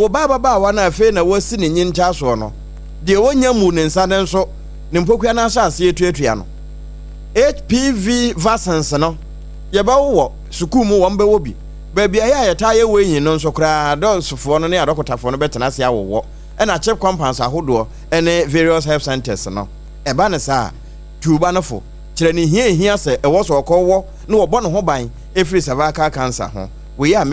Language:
Akan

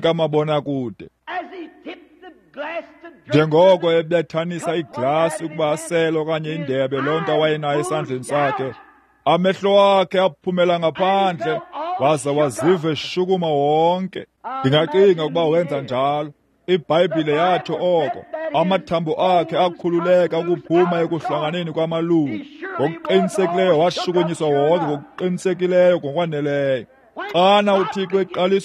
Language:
Xhosa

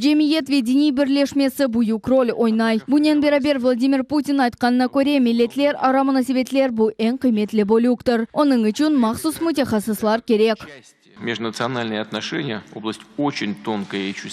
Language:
Crimean Tatar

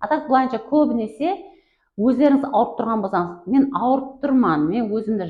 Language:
Kara-Kalpak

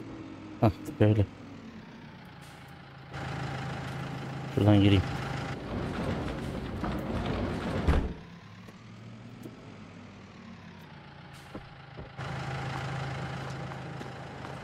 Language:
Turkish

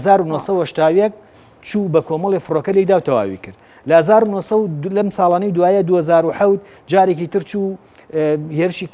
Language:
Central Kurdish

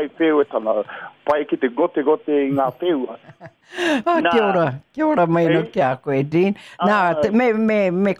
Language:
Māori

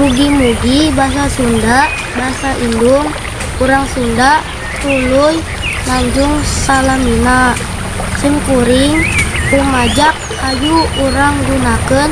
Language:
Sundanese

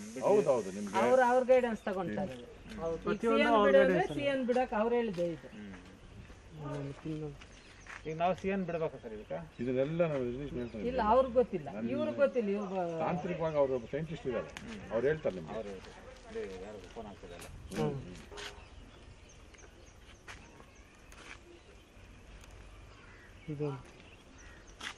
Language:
Kannada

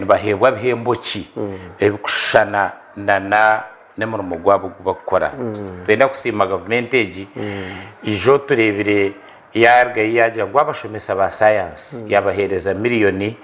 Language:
Nyankole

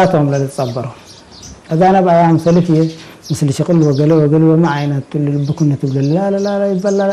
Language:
Tigre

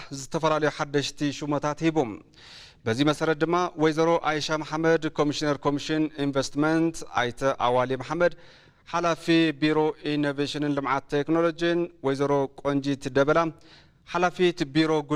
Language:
Tigrinya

